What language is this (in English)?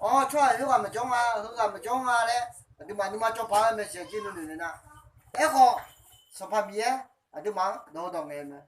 Akha